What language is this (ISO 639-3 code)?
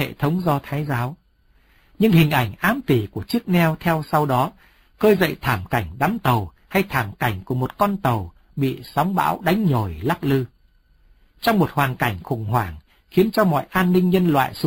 vie